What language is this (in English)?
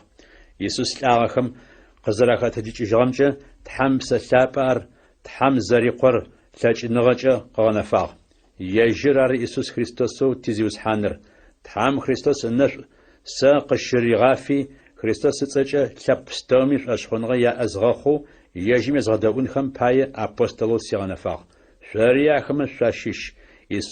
Adyghe